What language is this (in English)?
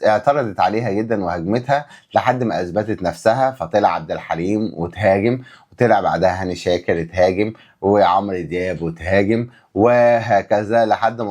Egyptian Arabic